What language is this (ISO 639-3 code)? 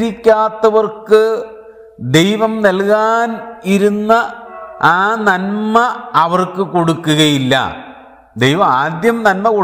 mal